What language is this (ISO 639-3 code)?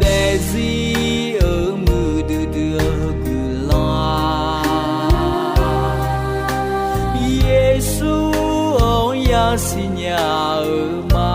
ahk